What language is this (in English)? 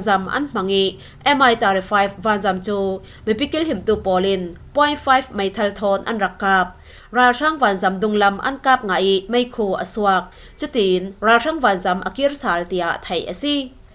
Falam Chin